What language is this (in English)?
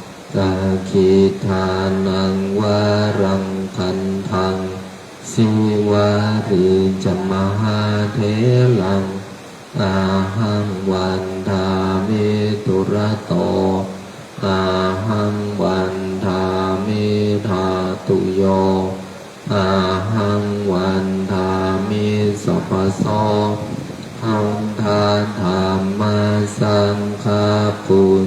Pali